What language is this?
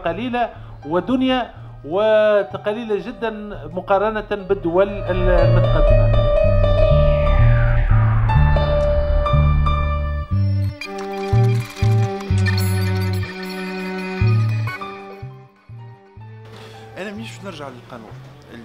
Tunisian Arabic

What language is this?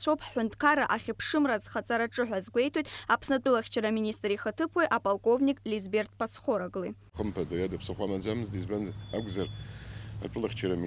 Abkhazian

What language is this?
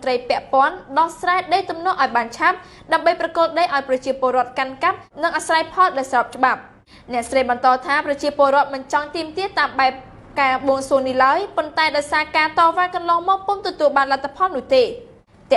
Khmer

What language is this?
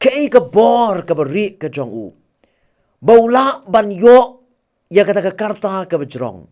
Khasi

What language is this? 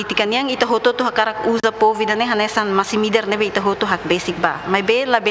Tetum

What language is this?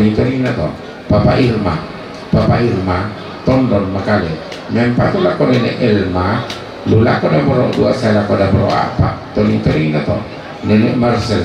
Toraja-Sa'dan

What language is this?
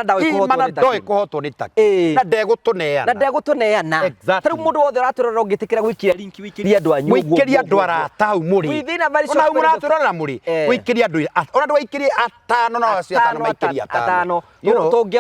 Kikuyu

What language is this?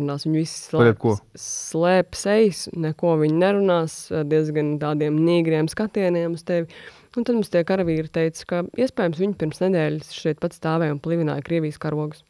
Latvian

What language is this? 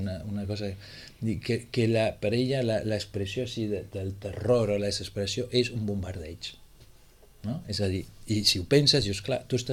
Catalan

